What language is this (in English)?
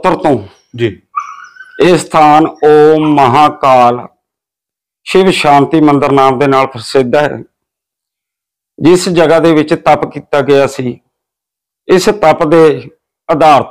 Punjabi